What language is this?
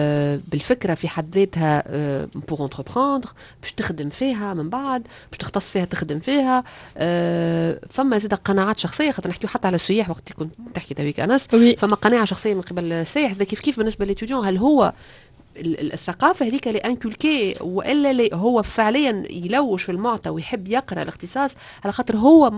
Tunisian Arabic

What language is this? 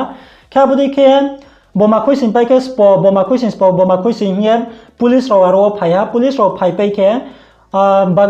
Riang (India)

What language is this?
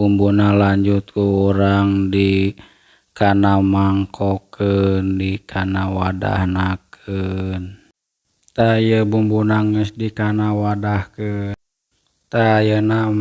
Sundanese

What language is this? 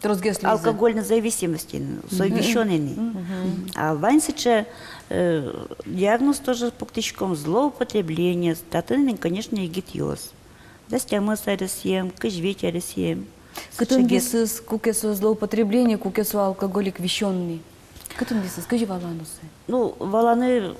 Udmurt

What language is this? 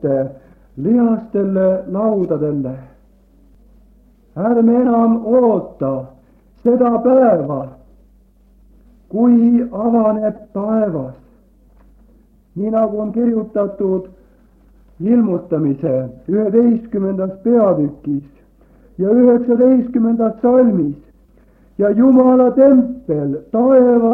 Estonian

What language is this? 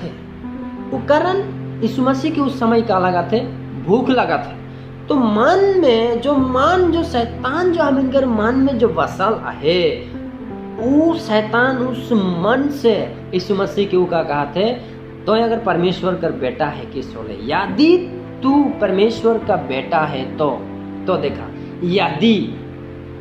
Sadri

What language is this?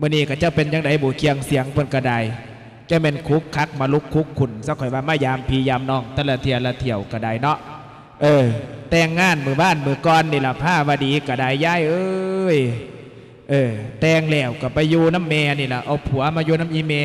Lao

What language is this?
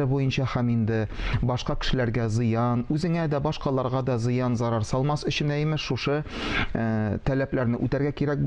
Tatar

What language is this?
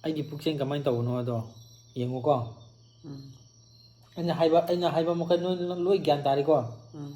Manipuri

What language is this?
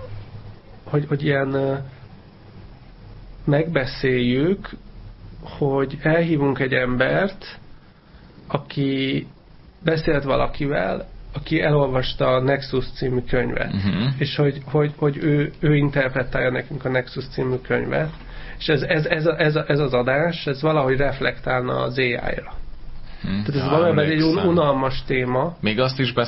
Hungarian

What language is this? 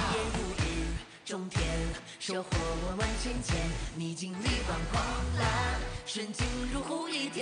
Chinese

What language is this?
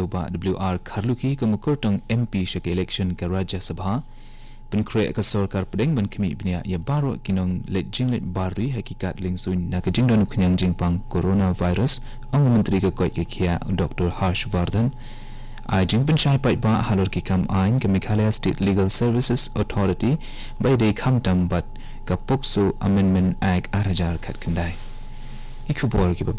Khasi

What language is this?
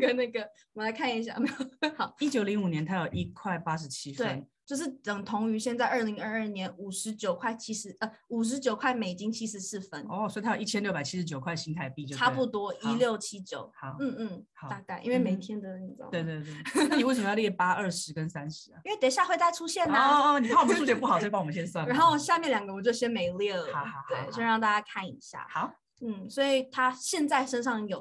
Chinese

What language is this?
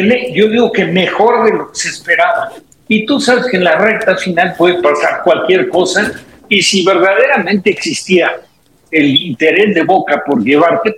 Spanish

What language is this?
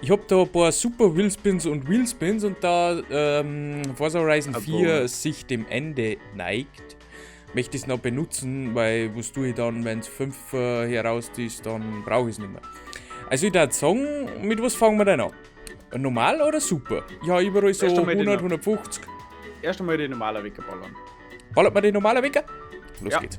Bavarian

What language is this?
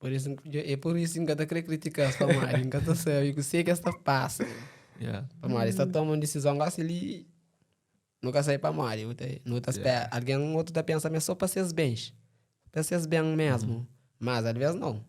Kabuverdianu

